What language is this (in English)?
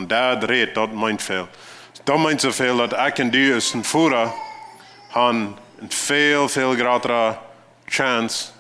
Plautdietsch